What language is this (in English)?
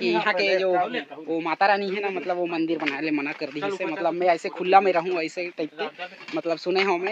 Chhattisgarhi